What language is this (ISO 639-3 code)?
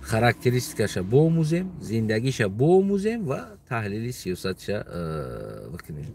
tgk